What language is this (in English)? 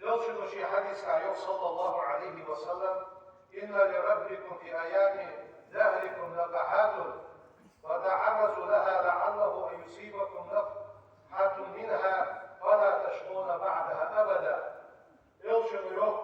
Ingush